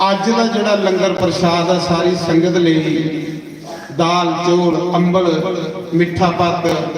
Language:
Dogri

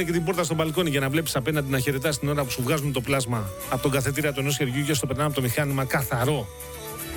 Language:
Greek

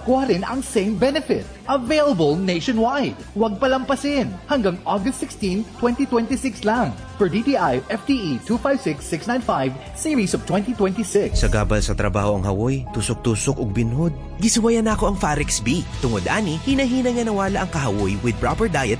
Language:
Cebuano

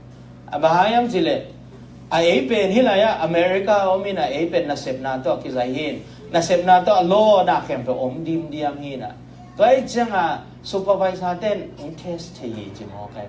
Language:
Tedim Chin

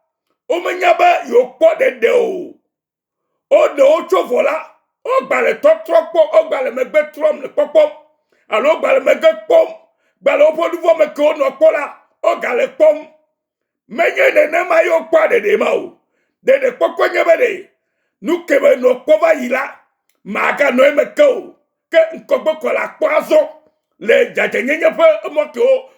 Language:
Ewe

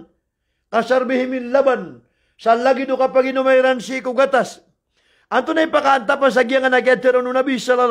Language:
Maranao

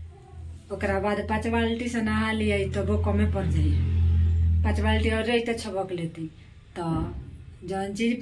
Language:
Bhojpuri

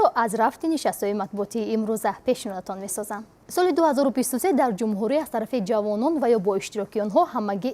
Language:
Tajik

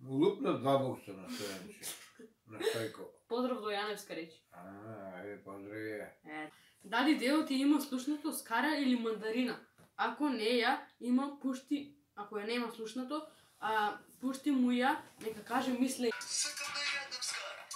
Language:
Macedonian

